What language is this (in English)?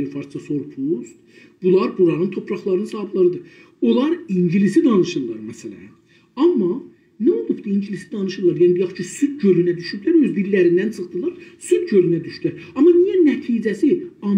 South Azerbaijani